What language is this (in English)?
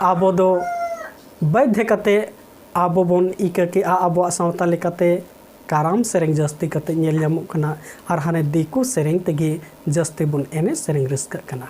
Santali